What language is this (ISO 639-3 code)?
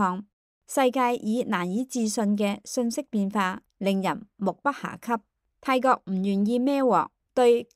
yue